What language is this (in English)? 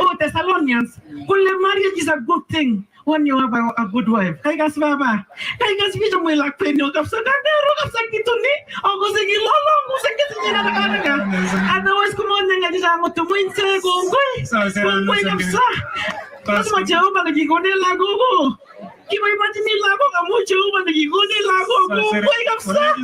Kalenjin